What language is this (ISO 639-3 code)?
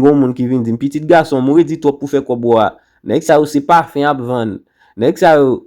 hat